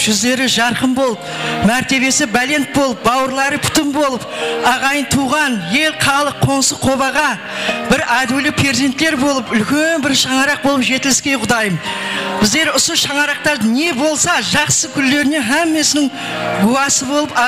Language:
Kara-Kalpak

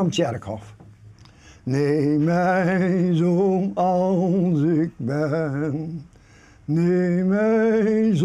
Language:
Western Frisian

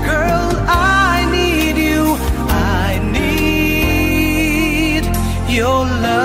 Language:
Iloko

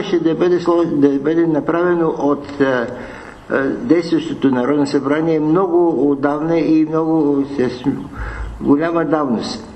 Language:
Bulgarian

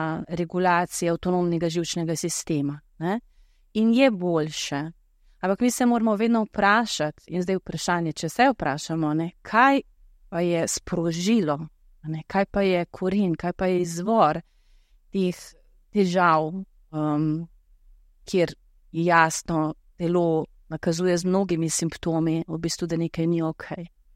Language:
Slovenian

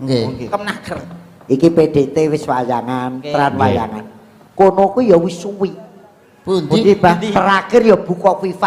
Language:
Javanese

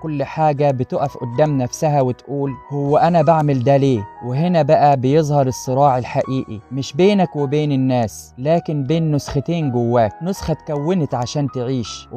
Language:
Egyptian Arabic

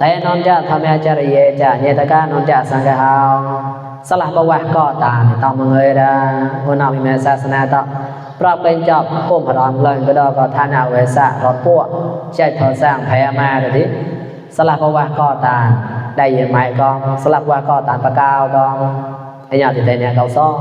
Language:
Mon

